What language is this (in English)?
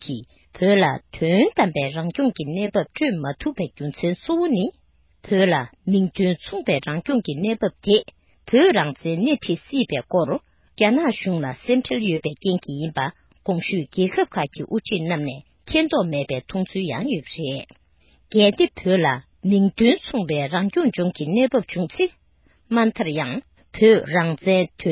Tibetan